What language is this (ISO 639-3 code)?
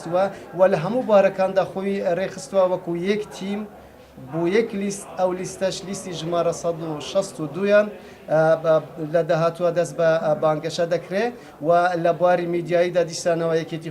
ckb